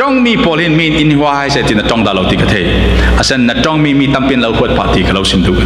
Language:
Falam Chin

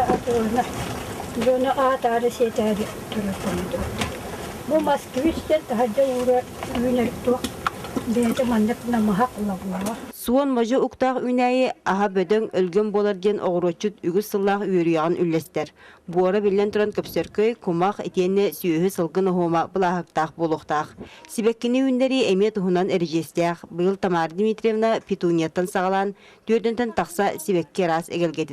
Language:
Yakut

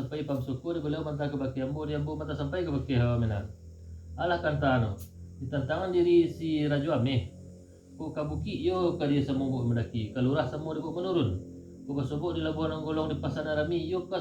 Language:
Minangkabau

